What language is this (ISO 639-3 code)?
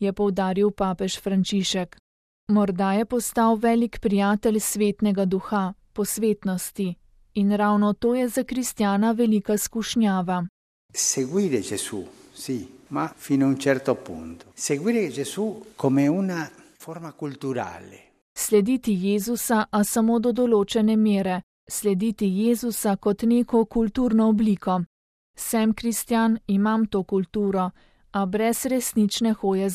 slv